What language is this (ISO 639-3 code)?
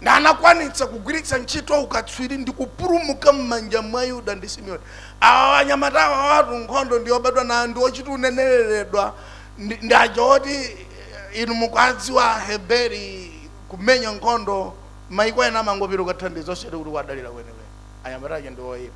nya